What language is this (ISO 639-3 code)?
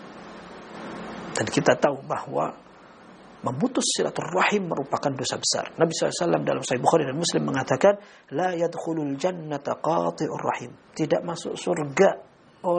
ind